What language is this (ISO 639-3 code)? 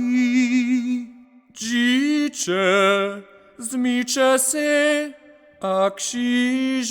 hsb